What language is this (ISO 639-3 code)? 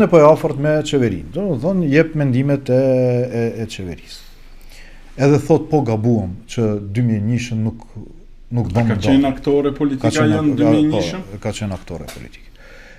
sqi